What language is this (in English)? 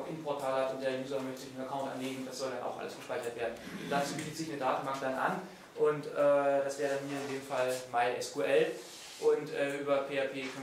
German